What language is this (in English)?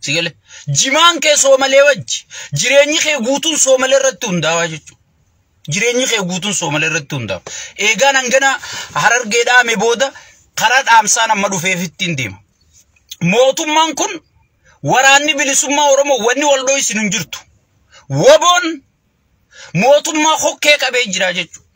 Oromo